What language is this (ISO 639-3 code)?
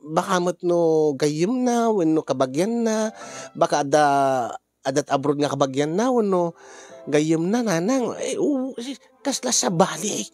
ilo